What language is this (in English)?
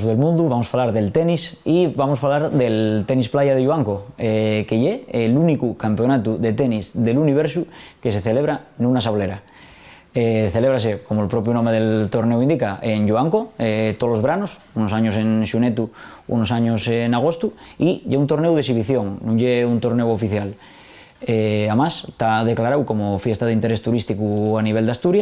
Asturian